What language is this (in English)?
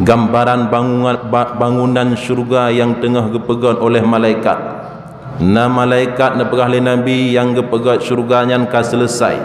Achinese